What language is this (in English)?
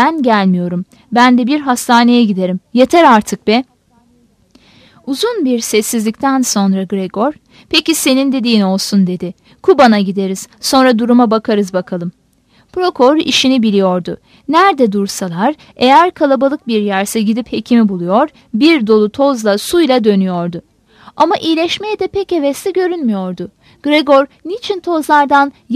Turkish